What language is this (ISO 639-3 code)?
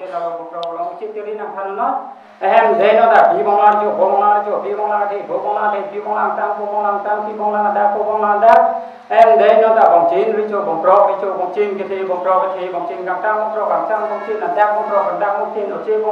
mjw